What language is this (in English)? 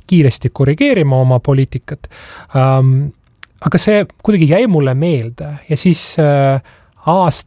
Estonian